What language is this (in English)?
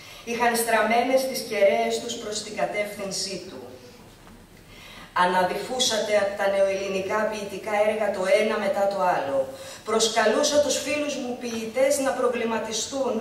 Greek